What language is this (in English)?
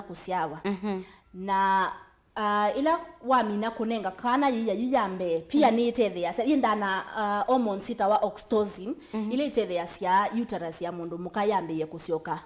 Kamba